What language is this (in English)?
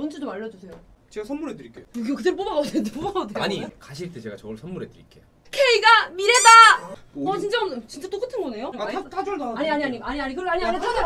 Korean